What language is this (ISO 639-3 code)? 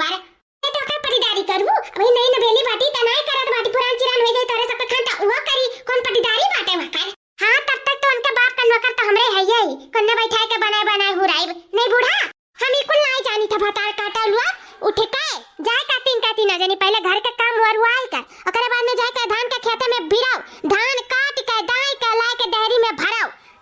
awa